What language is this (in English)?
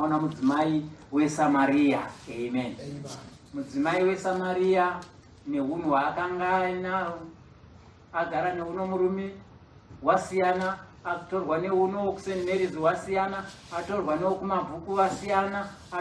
Shona